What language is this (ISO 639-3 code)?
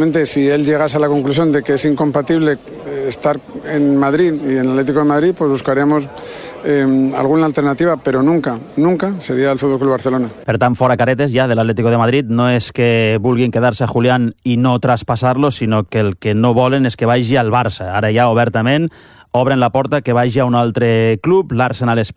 cat